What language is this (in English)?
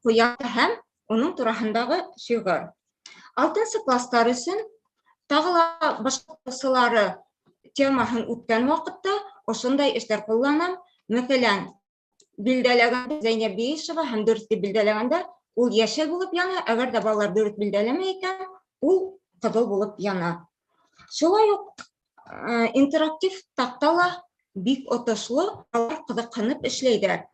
Bashkir